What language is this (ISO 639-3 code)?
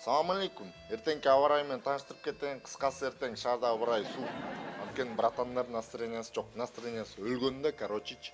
kir